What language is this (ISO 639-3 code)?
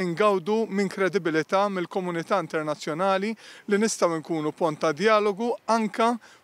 mlt